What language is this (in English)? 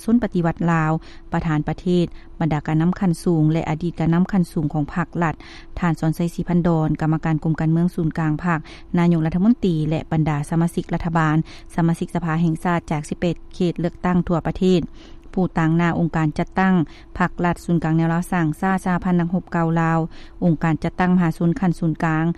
Lao